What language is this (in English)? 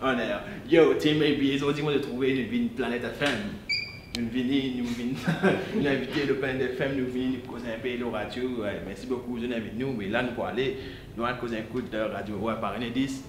Morisyen